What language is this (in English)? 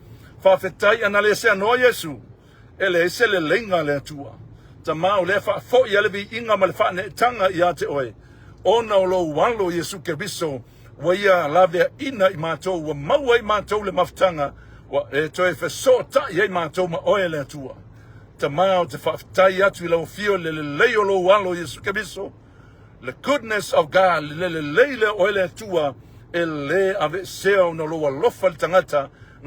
Samoan